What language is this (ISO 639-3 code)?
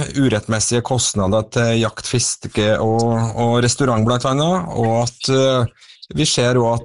nor